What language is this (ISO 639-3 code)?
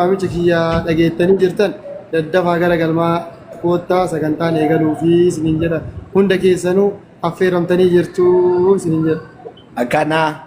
orm